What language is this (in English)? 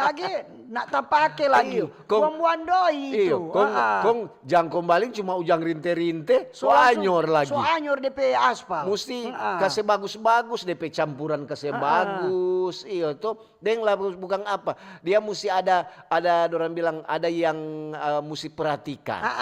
Manado Malay